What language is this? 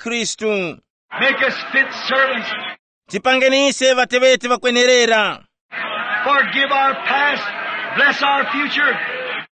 Tumbuka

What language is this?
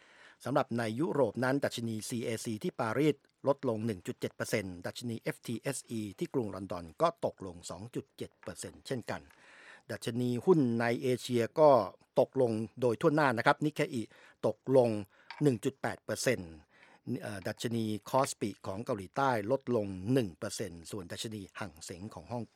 Thai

